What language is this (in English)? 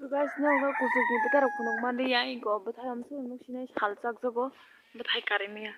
Kok Borok